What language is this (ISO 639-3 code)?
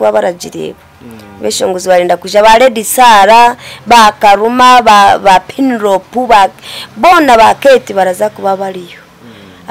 nyn